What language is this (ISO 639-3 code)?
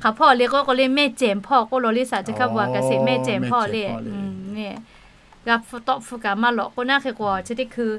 lhu